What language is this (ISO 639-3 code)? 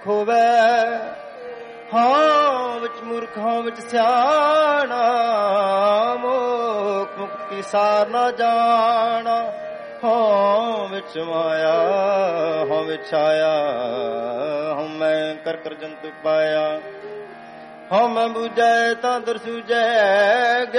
pan